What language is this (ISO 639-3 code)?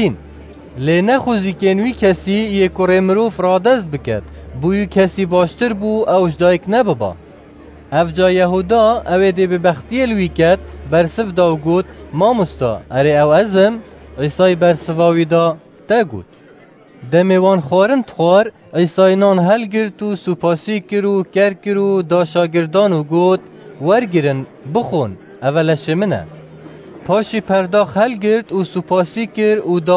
kur